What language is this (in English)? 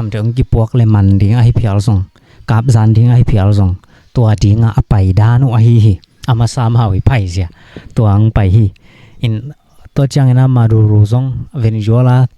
Tedim Chin